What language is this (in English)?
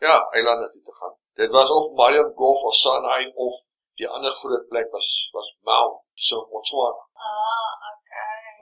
Afrikaans